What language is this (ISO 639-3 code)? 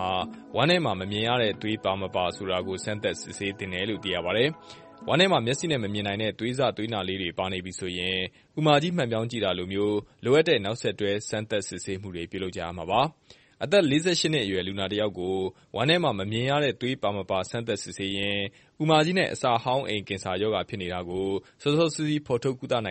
mya